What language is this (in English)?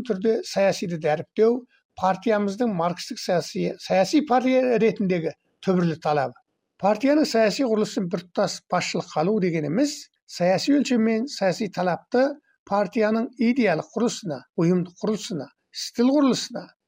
Kazakh